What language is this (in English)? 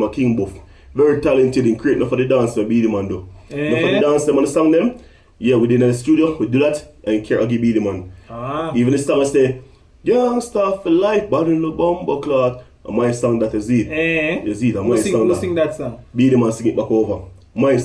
Jamaican Creole English